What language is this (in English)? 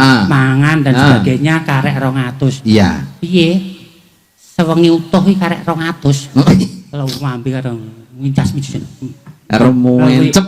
Javanese